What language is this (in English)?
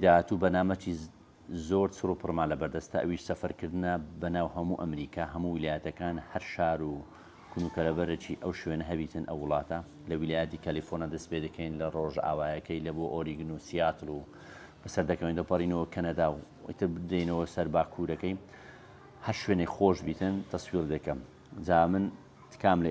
Central Kurdish